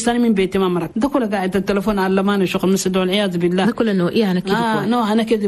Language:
Chadian Arabic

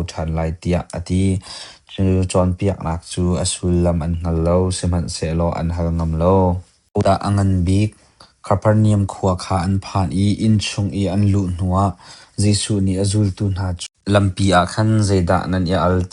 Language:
Hakha Chin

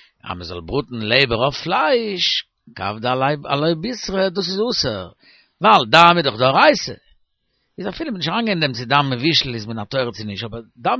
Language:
Yiddish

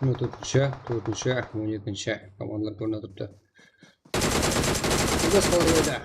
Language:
Kara-Kalpak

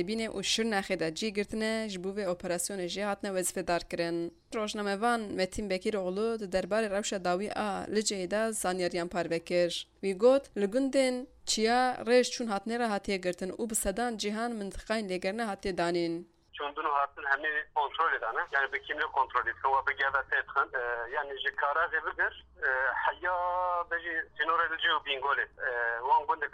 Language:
Kurdish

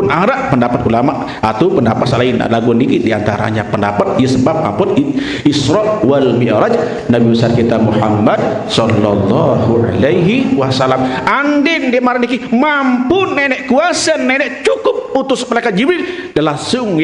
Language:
Sasak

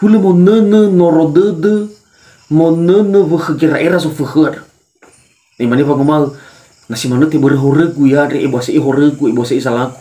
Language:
Nias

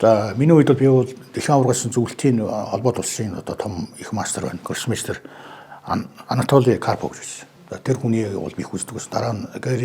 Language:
Mongolian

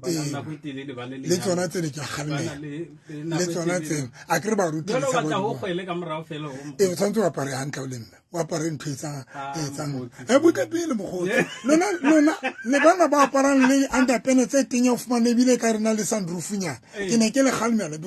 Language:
Southern Sotho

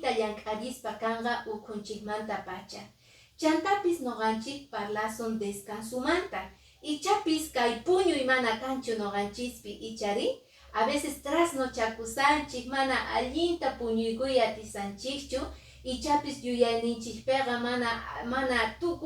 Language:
Quechua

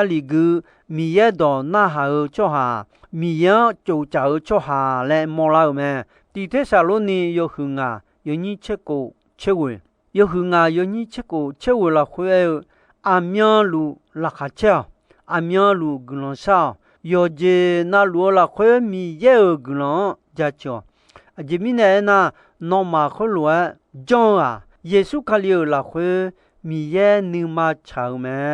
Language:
Akha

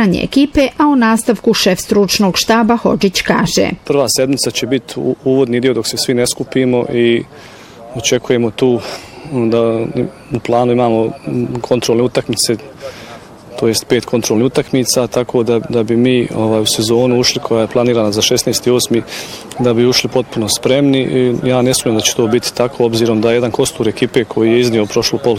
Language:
Bosnian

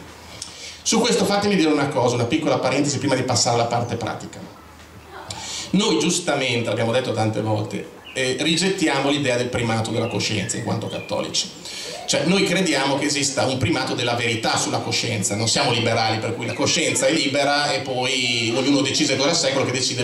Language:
Italian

